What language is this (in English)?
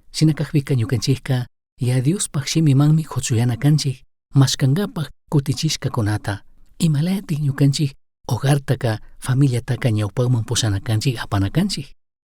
Chimborazo Highland Quichua